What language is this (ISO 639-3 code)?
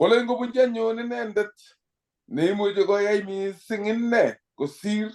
kln